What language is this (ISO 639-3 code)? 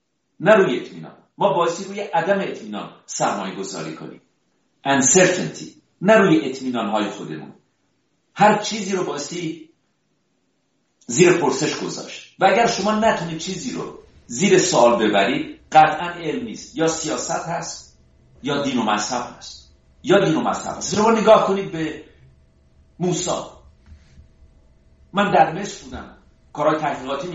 fas